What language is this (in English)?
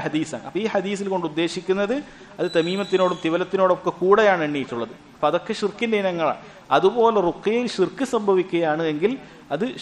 Malayalam